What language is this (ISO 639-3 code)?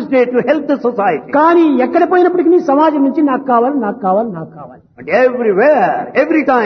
tel